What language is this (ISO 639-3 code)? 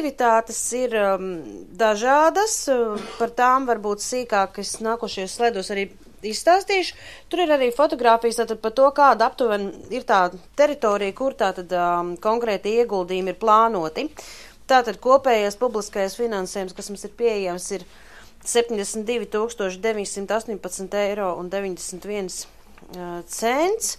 lav